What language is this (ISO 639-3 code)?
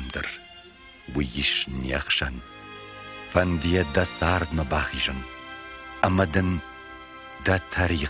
oss